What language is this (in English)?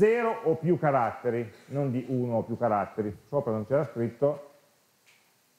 Italian